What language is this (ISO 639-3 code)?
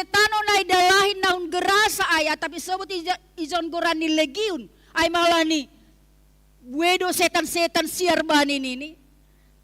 bts